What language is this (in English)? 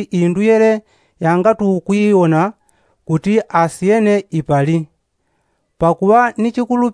Yao